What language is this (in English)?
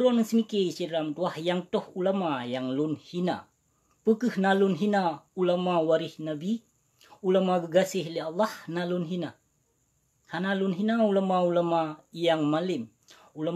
Achinese